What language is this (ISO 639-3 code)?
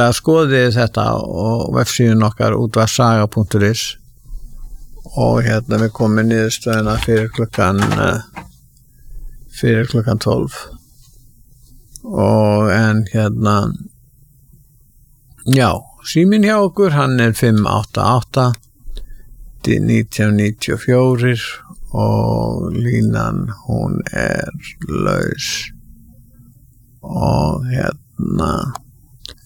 isl